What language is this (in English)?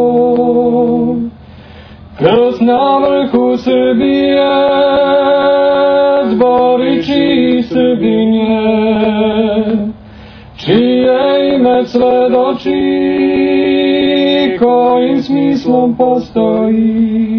Serbian